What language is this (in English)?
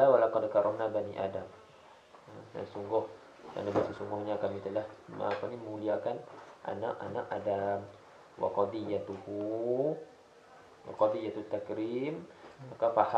Malay